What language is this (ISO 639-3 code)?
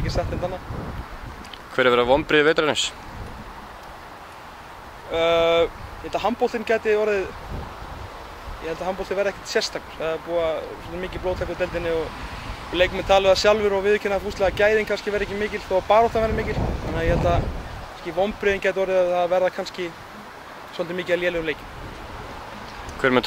isl